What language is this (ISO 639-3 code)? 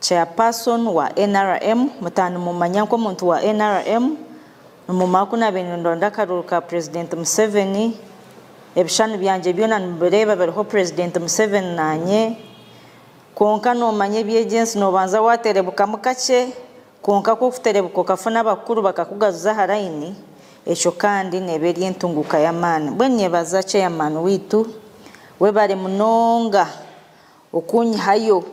nyn